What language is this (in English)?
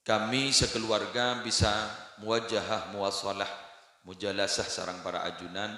Madurese